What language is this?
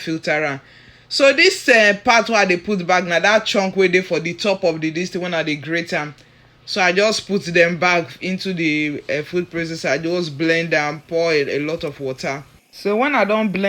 Nigerian Pidgin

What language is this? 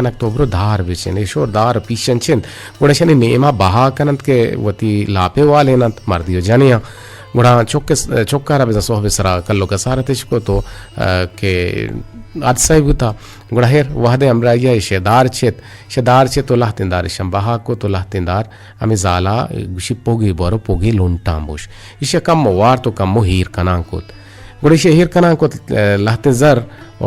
Eastern Balochi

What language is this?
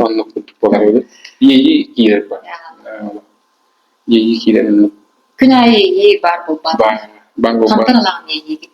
Yakut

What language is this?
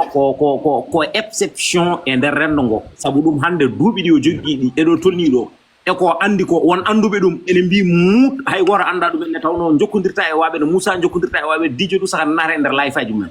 Fula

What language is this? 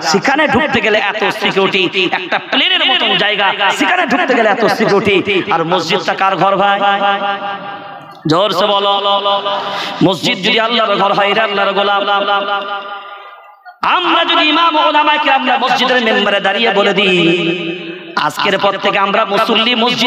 Bangla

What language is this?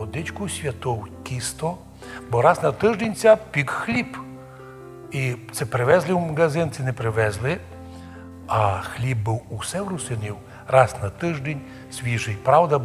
Rusyn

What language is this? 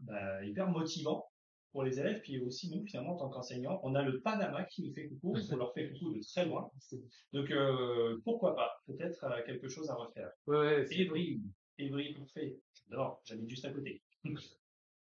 French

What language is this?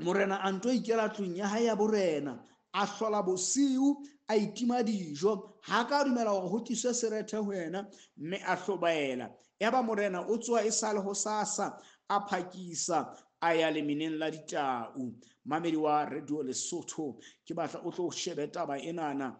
Southern Sotho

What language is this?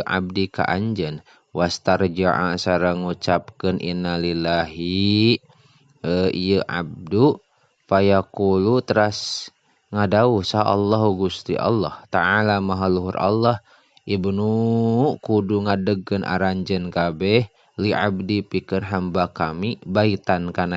Sundanese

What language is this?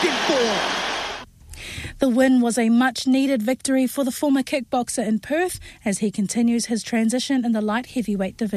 English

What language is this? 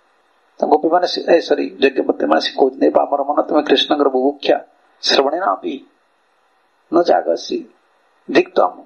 Odia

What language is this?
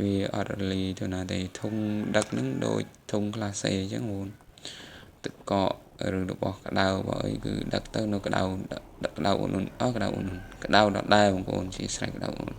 Khmer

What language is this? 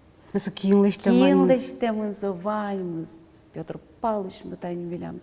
Udmurt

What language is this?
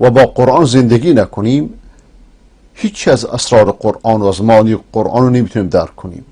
Persian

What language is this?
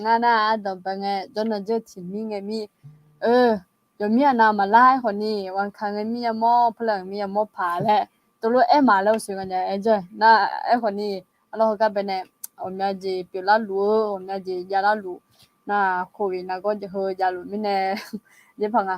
Akha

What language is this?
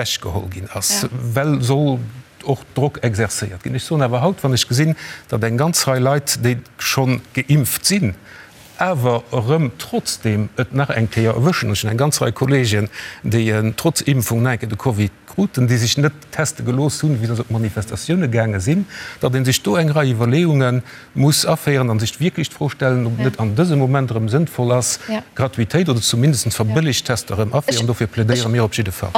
Luxembourgish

